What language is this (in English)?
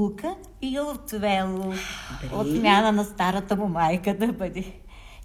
Bulgarian